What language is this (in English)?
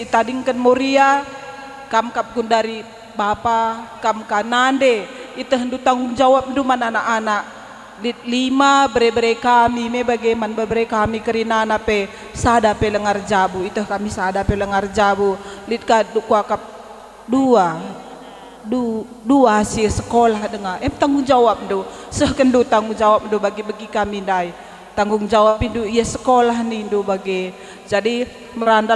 Batak Karo